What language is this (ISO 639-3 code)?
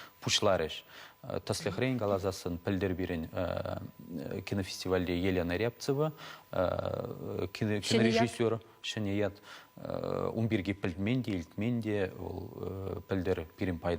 chv